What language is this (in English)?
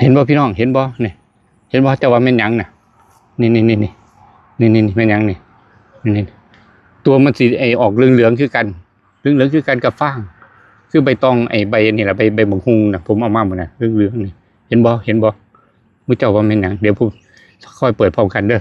Northeastern Thai